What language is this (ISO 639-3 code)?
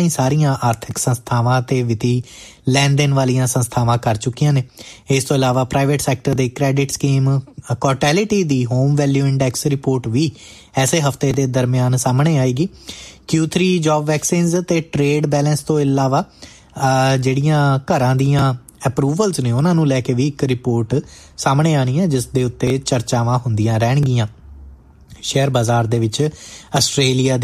pan